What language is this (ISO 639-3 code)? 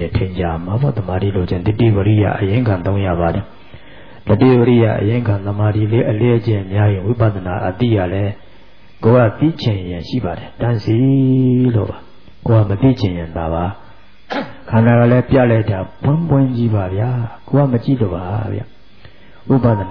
mya